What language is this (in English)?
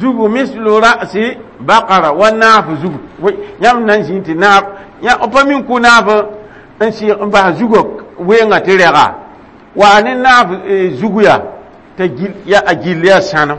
Mossi